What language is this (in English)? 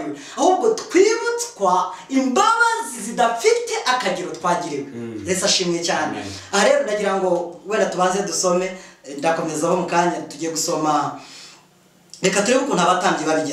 Kinyarwanda